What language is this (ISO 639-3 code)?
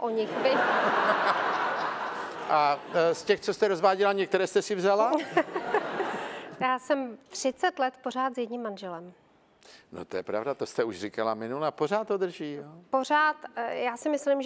ces